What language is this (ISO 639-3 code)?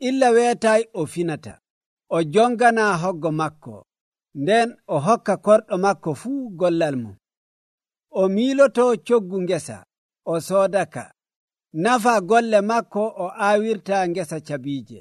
fuv